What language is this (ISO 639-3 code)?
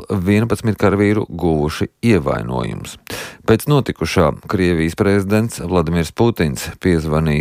lav